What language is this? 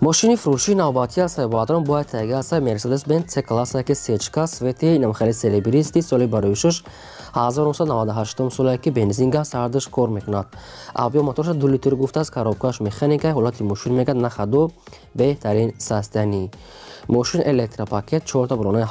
Tajik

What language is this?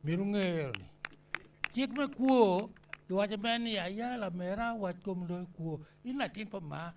Acoli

